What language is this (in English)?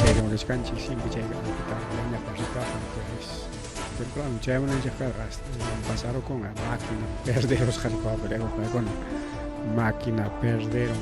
Ayacucho Quechua